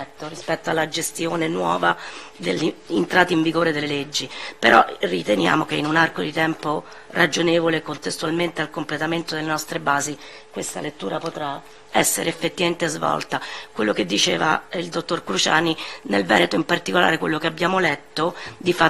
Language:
Italian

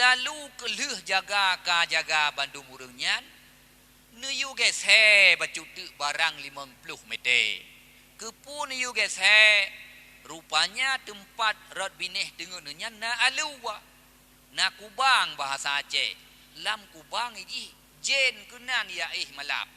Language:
Achinese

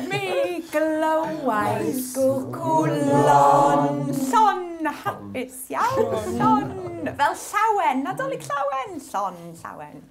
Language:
Welsh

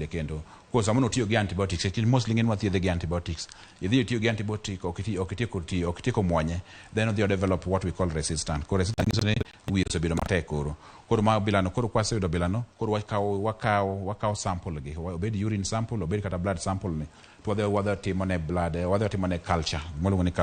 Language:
Luo (Kenya and Tanzania)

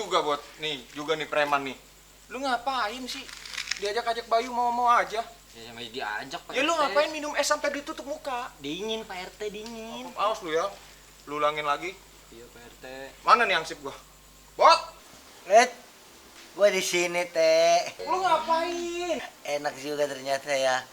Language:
Betawi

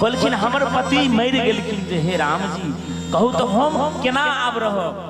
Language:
Maithili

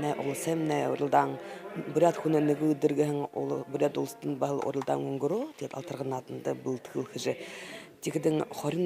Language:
Buriat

